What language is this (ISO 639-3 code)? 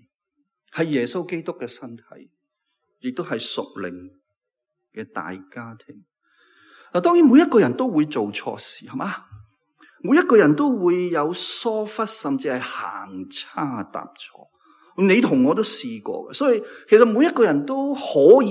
yue